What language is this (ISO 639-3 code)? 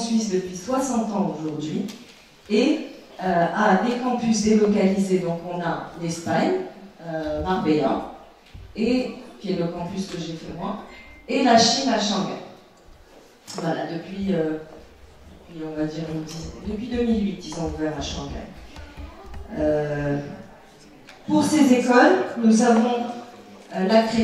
fra